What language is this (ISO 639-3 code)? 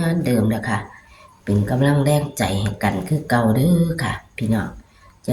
tts